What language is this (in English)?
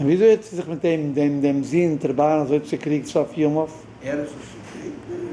Yiddish